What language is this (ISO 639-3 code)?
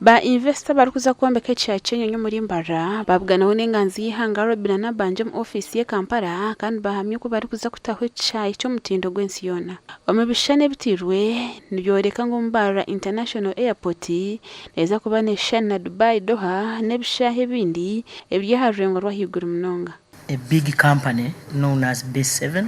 nyn